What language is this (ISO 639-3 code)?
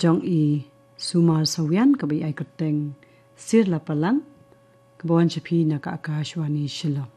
kha